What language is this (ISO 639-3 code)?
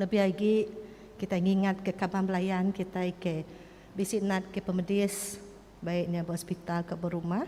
iba